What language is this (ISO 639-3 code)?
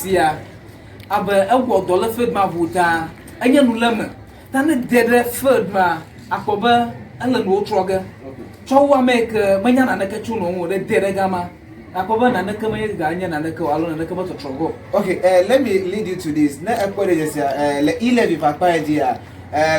ewe